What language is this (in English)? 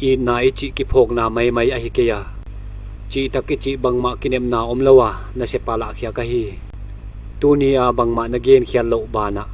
Paite Chin